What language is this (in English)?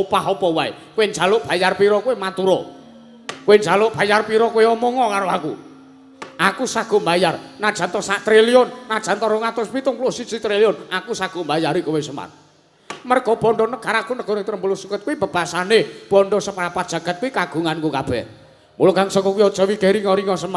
Javanese